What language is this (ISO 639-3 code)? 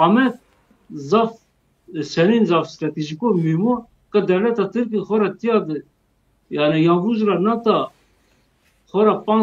zza